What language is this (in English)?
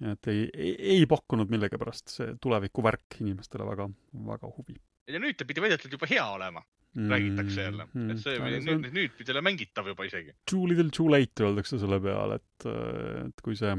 Estonian